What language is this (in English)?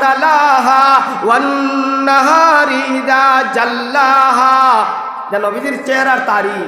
Sylheti